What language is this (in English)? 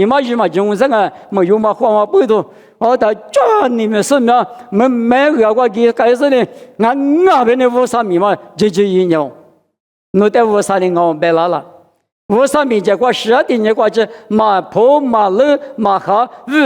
Lisu